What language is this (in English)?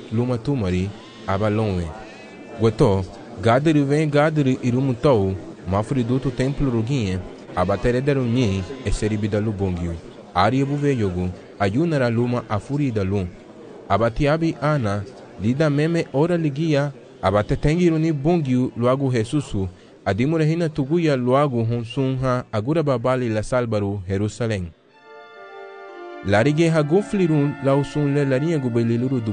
Garifuna